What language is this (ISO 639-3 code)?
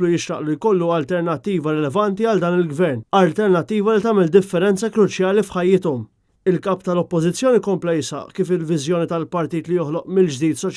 mlt